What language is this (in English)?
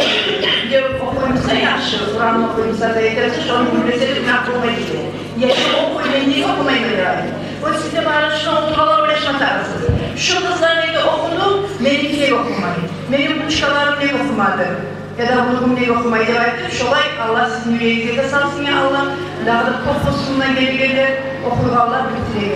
Kumyk